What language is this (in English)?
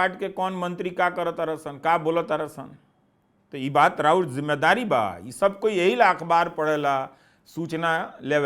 Bhojpuri